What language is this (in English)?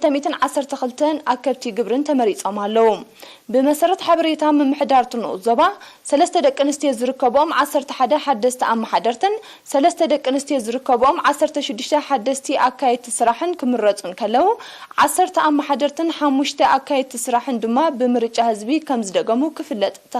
Tigrinya